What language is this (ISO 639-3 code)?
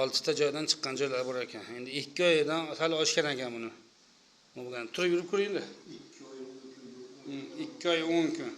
uzb